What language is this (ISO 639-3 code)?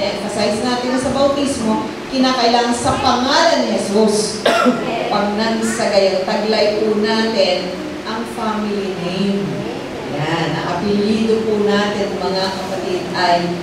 fil